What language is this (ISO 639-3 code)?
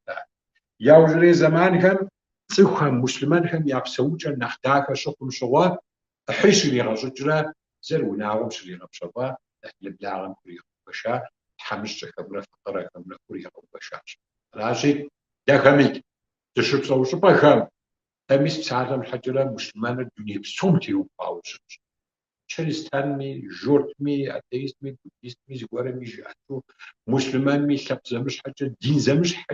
kbd